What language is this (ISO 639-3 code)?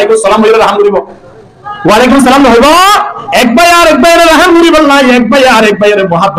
rhg